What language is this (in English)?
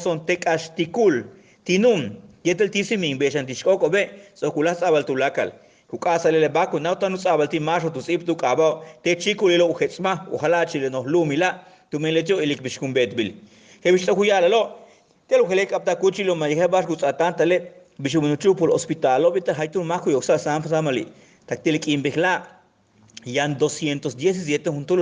Yucateco